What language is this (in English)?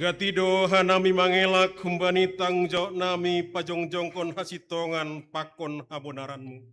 Batak Simalungun